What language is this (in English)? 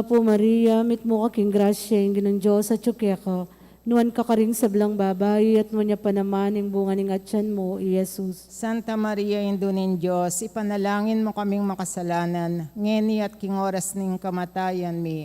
Pampanga